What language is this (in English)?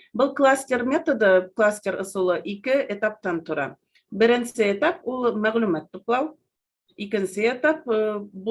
Bashkir